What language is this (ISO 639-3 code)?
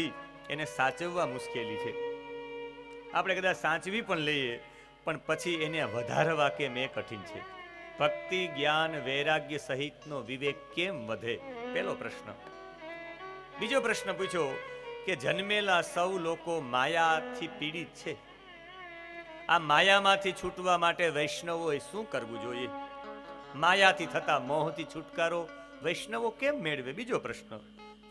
guj